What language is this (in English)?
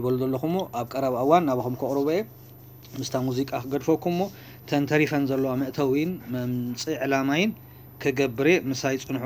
Tigrinya